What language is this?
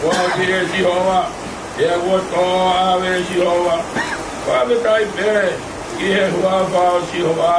Tongan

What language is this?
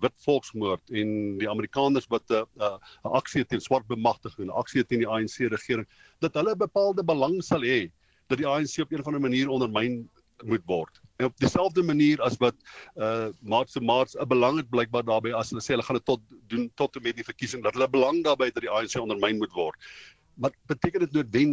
Afrikaans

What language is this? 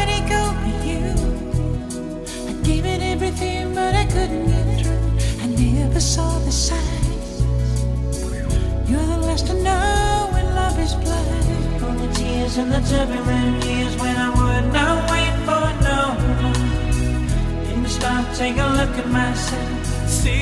English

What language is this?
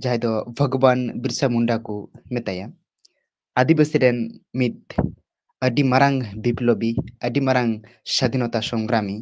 Santali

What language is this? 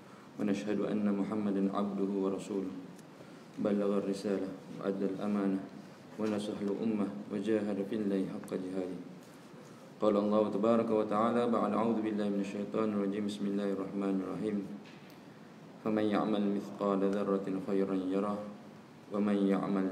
Malay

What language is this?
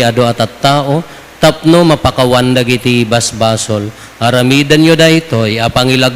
Iloko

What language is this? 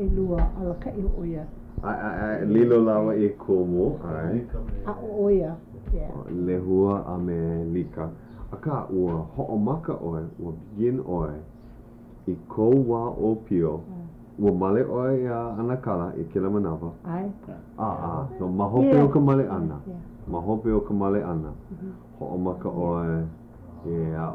Hawaiian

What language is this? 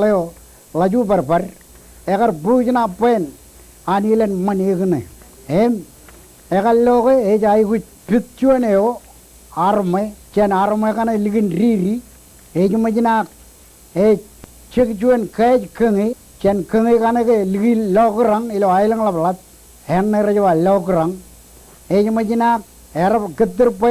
Marshallese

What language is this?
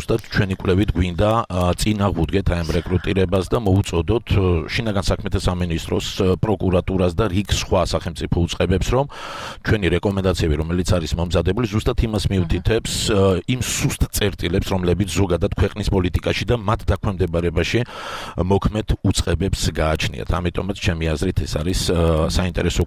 Georgian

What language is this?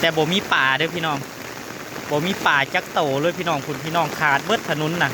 Northeastern Thai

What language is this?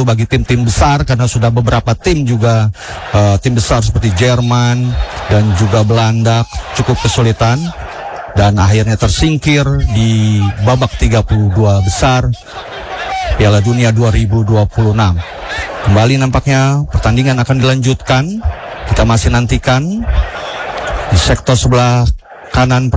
Indonesian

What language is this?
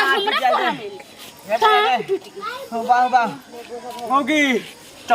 Maithili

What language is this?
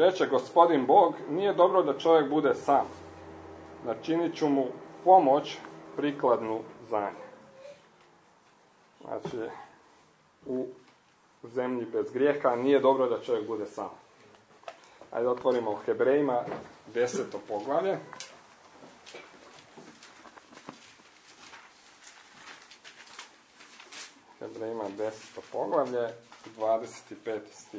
Croatian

